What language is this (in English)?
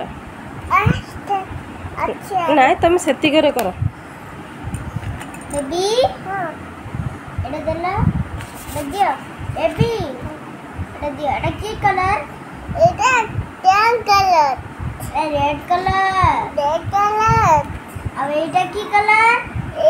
Odia